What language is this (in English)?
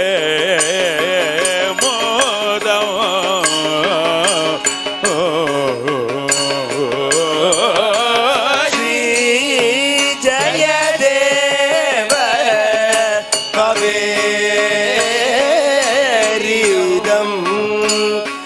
Sanskrit